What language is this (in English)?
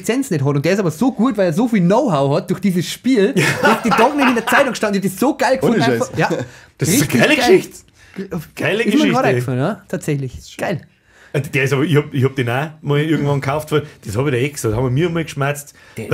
Bavarian